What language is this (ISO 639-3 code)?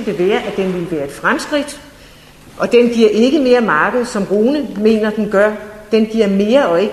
dan